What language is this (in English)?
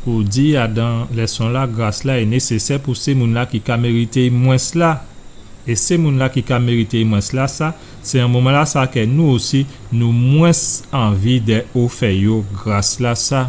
Guadeloupean Creole French